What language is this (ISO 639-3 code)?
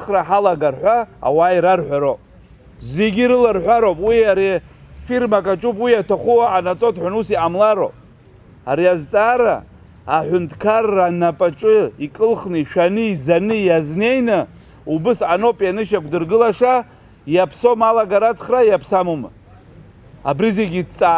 abk